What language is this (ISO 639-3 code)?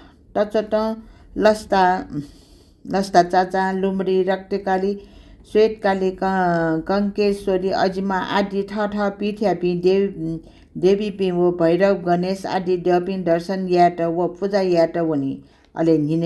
new